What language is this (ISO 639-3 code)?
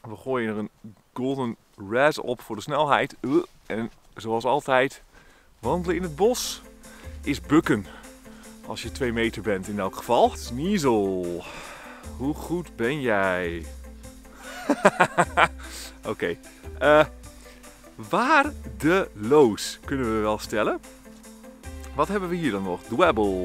nld